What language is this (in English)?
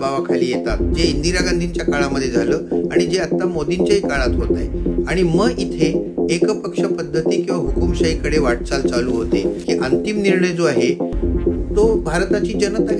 Marathi